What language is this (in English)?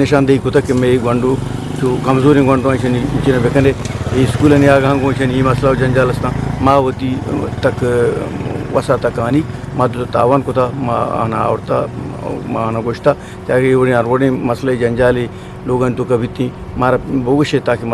Eastern Balochi